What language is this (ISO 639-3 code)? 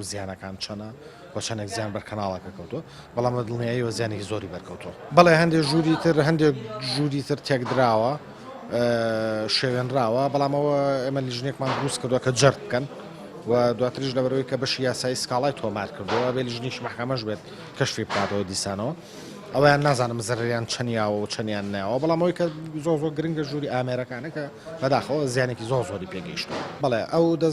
ckb